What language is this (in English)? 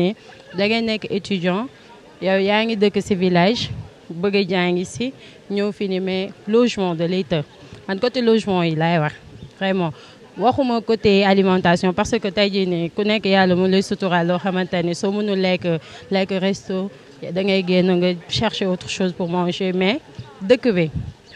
Wolof